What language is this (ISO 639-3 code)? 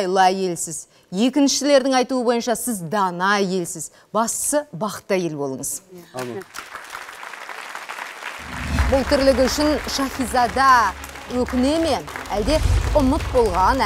kaz